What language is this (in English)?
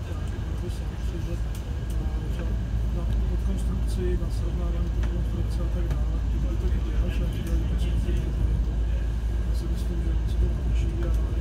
Czech